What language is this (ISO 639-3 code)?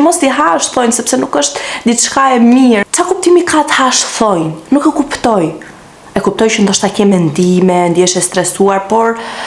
sqi